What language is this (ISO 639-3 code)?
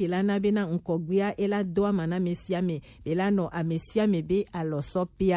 gej